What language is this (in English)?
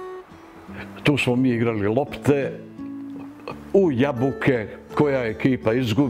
Serbian